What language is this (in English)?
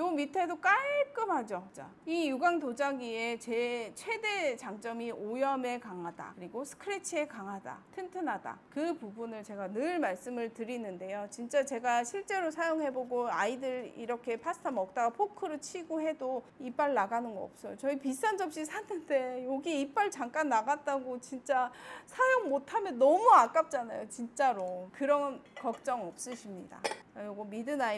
Korean